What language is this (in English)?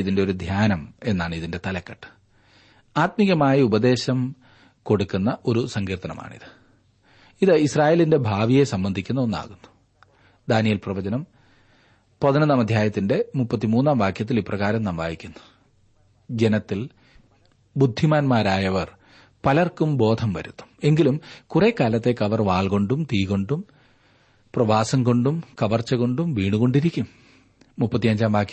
Malayalam